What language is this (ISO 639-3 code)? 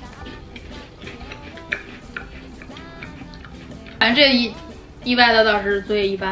zho